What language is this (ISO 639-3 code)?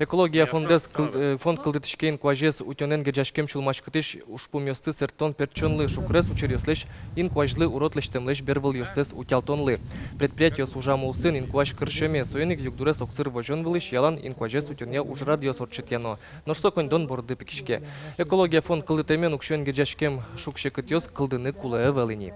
udm